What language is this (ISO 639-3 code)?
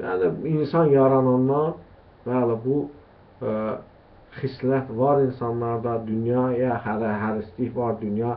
aze